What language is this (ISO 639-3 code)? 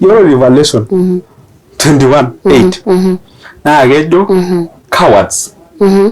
mas